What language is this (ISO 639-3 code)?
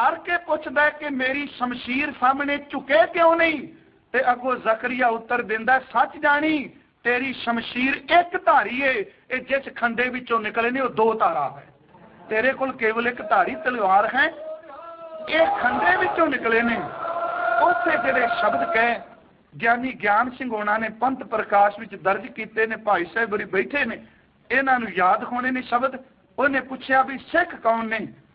pan